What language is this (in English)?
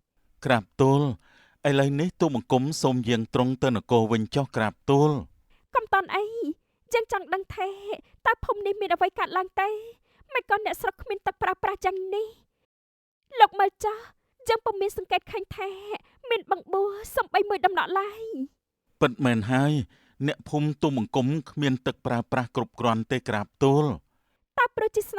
Khmer